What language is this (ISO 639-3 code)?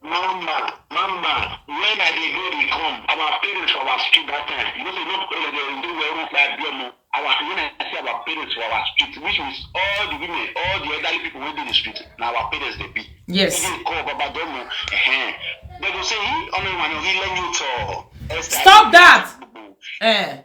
pcm